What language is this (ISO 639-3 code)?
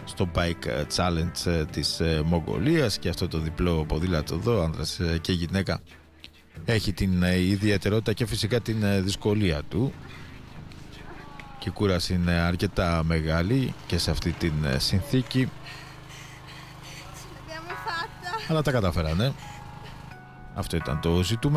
ell